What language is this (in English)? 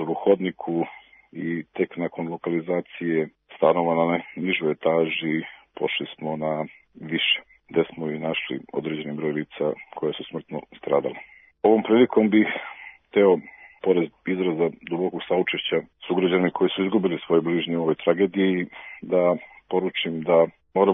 Serbian